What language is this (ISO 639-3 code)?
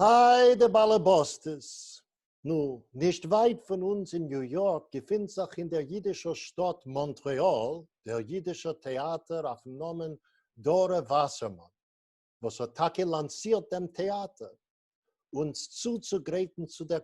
yid